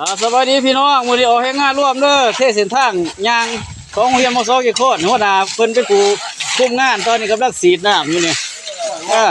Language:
Lao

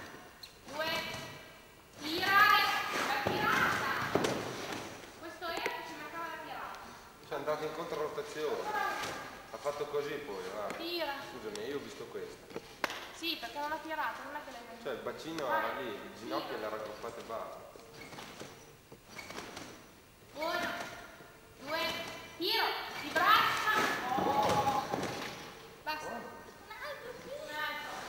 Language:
Italian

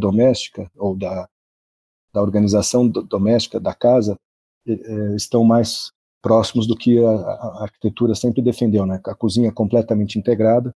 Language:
Portuguese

